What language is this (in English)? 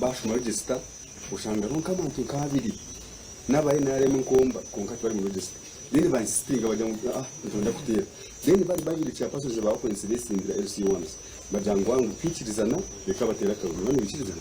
Nyankole